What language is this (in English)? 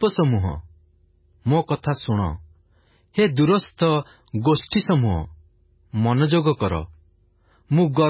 Odia